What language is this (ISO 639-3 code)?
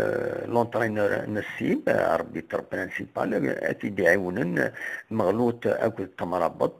kab